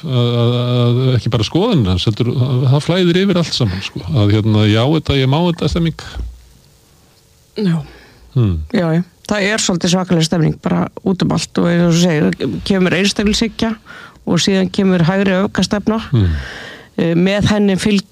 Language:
Icelandic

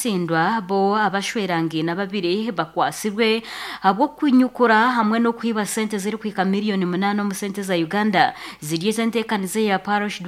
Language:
Nyoro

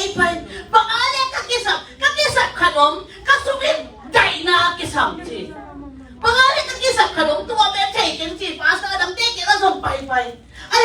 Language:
Tedim Chin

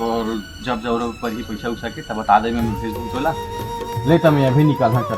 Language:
Chhattisgarhi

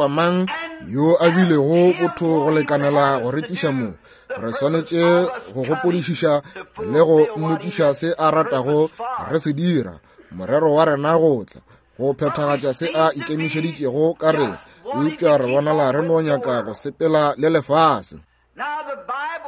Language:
Northern Sotho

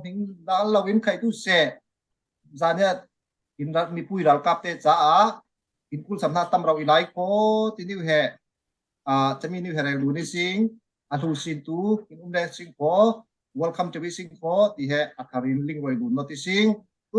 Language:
Falam Chin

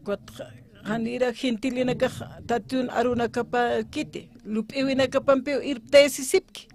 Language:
Aymara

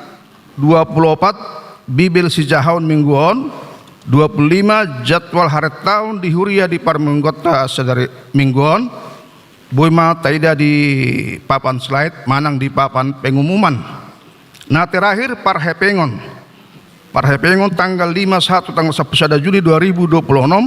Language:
Batak Toba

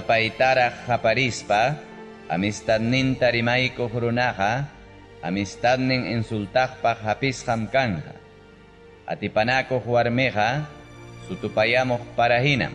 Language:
Ayacucho Quechua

